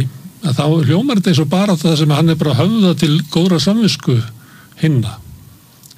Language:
Icelandic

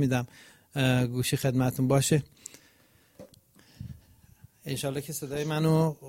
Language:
Persian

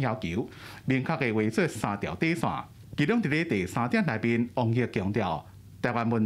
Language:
Min Nan Chinese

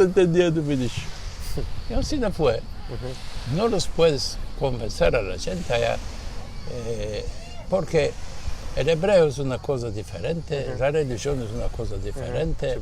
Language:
Ladino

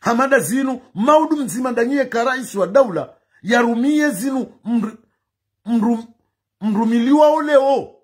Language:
Ngazidja Comorian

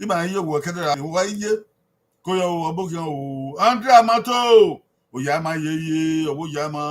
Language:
Bini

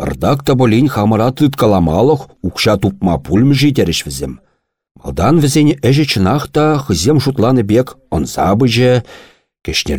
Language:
Chuvash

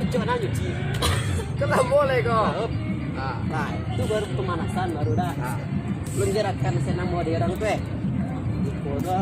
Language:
Minangkabau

